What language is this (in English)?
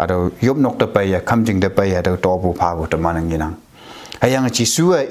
Konyak Naga